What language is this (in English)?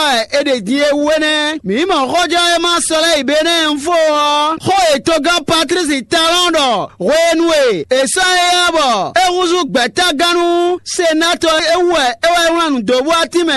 Fon